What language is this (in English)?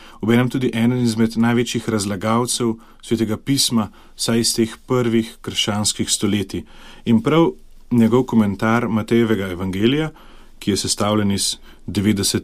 Slovenian